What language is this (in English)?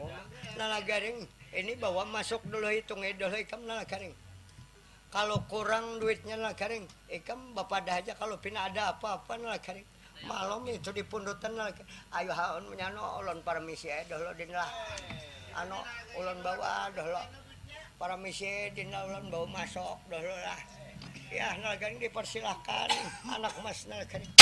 Banjar